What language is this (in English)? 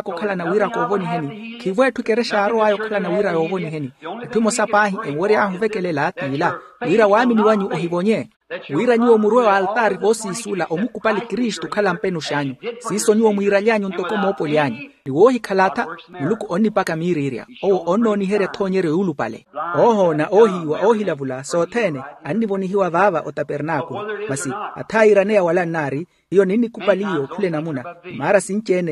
Makhuwa